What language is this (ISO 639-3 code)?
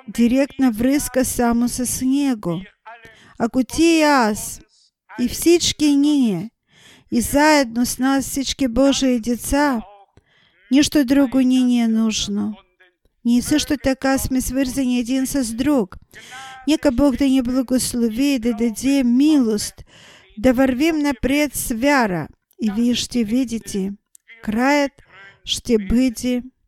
bul